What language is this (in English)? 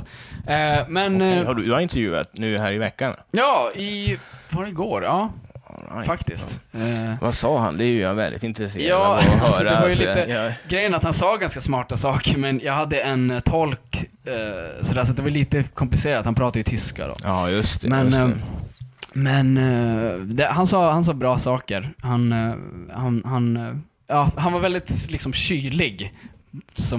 Swedish